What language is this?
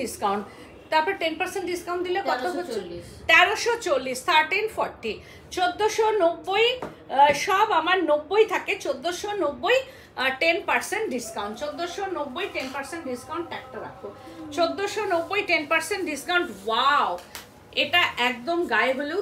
Bangla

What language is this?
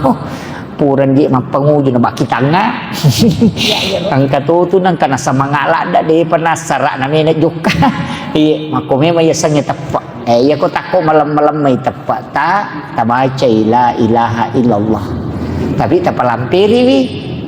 Buginese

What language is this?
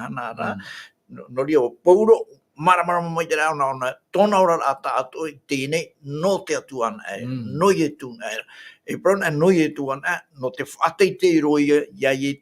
Tahitian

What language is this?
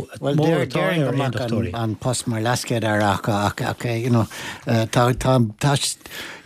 Irish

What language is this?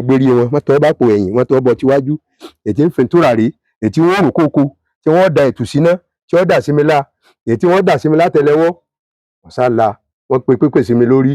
Yoruba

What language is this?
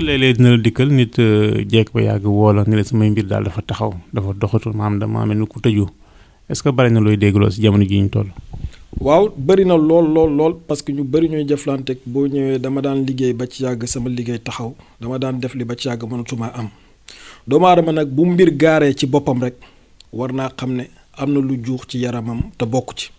Wolof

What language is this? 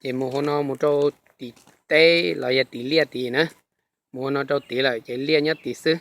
Hmong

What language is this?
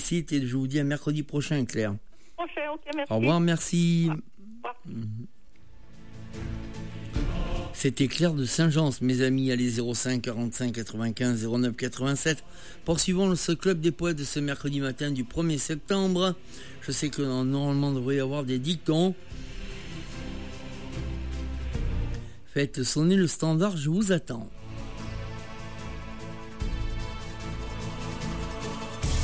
French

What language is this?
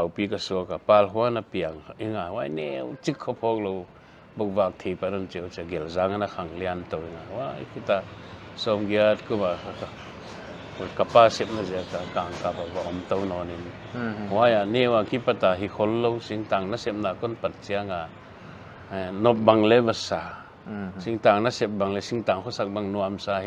Paite Chin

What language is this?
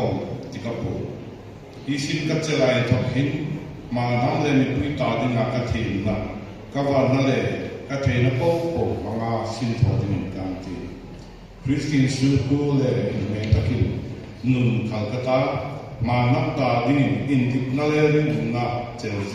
Hmar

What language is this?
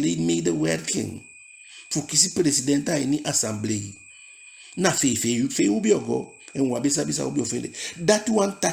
Eastern Maroon Creole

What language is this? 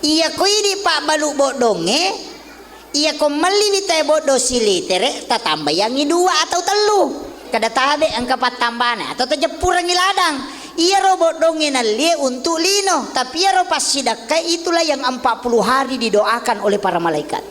Buginese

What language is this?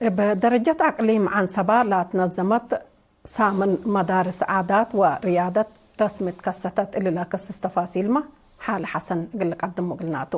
Tigre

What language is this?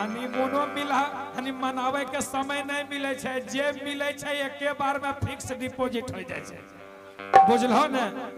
Magahi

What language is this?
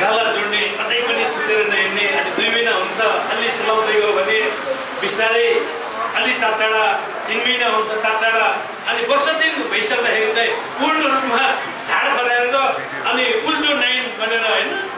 Nepali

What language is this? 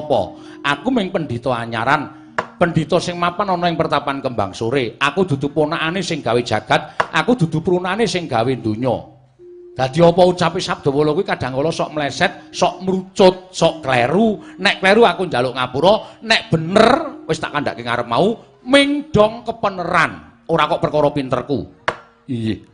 Javanese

